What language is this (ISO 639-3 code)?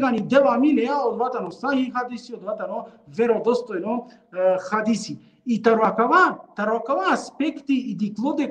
rmn